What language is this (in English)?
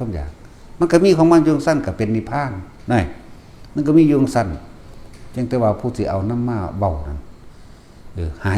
Northeastern Thai